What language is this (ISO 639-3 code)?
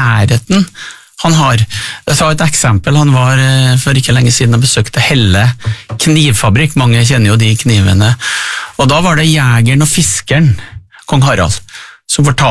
nor